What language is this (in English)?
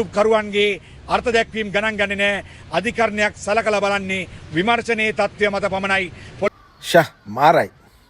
Sinhala